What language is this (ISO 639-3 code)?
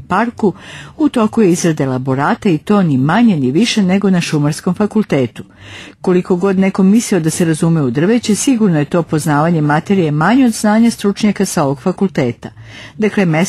srp